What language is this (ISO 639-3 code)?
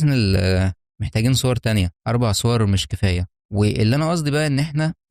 arz